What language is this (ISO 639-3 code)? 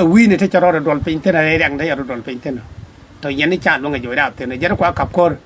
nus